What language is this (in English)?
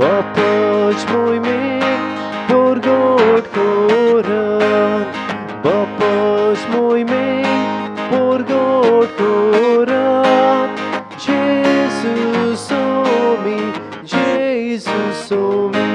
Konkani